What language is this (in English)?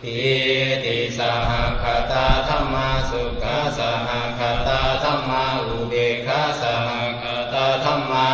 Pali